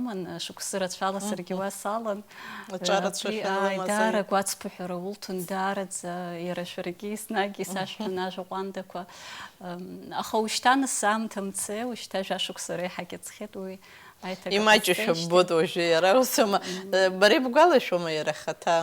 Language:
Abkhazian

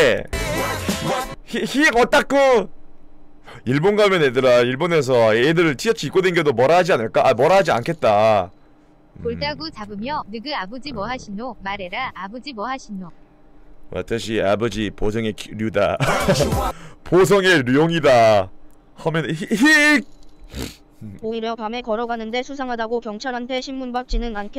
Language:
Korean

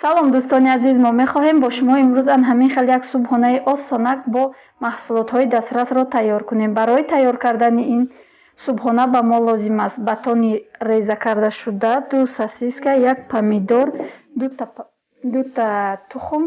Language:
Tajik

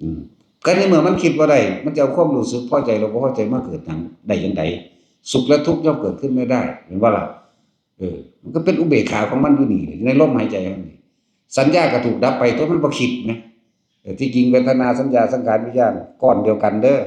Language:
Northeastern Thai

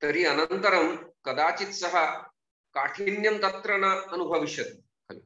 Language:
Sanskrit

